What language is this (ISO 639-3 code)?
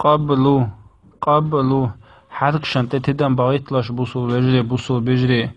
che